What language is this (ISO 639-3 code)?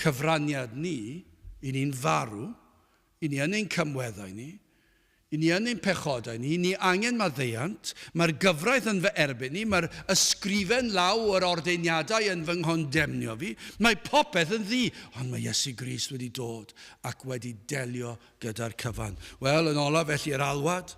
cym